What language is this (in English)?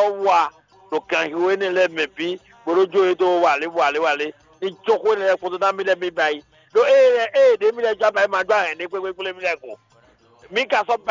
Fon